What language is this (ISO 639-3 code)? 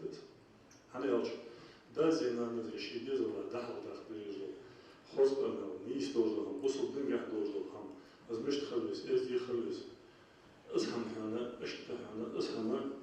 inh